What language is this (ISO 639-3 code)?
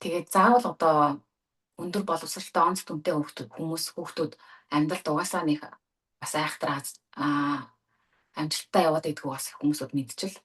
mon